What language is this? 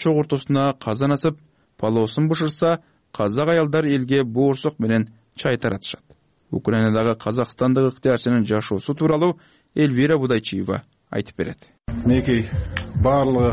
Kyrgyz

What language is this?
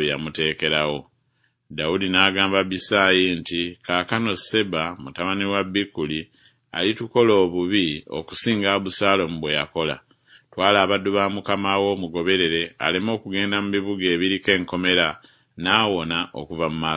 Ganda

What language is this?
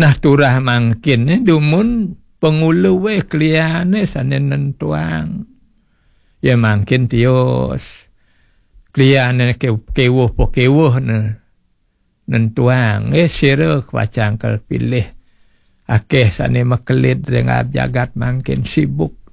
Balinese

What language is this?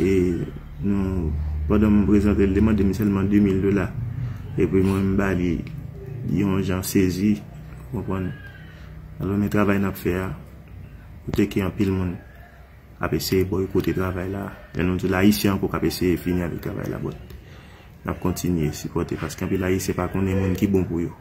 Haitian Creole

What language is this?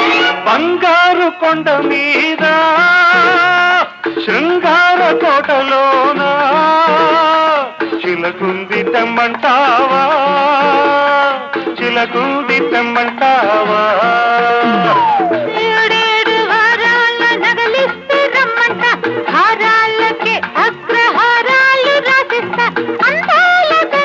Telugu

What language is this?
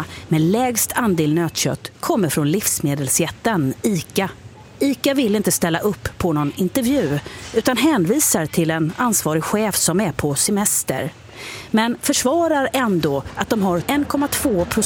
Swedish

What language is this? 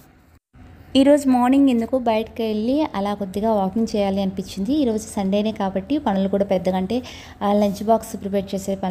Telugu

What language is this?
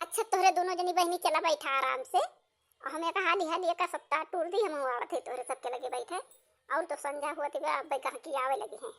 Awadhi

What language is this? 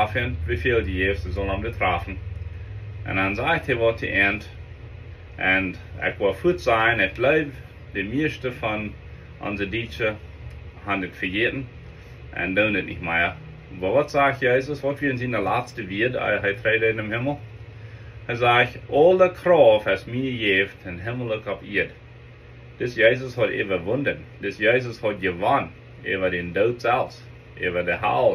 Plautdietsch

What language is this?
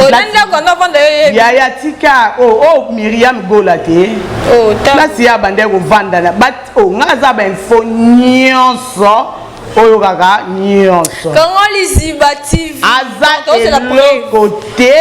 Lingala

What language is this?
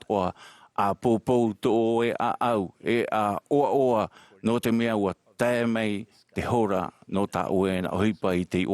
Tahitian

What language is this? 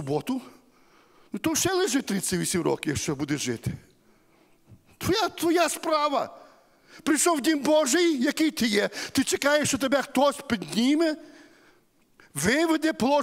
Ukrainian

